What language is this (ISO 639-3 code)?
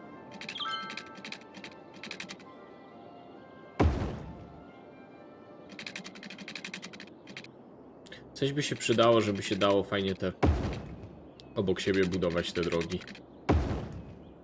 pol